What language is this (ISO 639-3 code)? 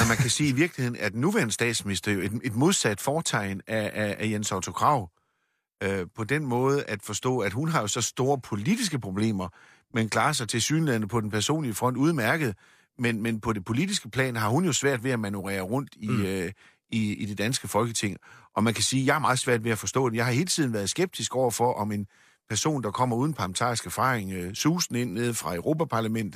dan